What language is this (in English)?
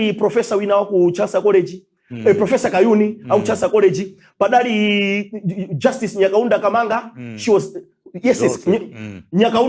Nyanja